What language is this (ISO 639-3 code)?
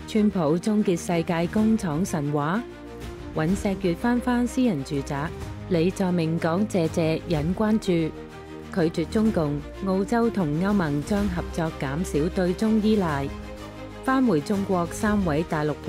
yue